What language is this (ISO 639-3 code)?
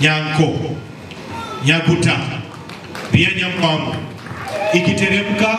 guz